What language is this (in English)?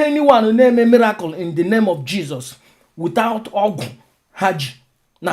Igbo